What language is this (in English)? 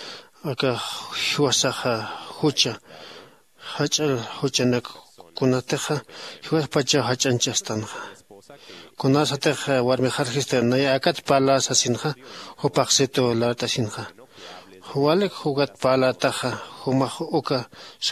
Aymara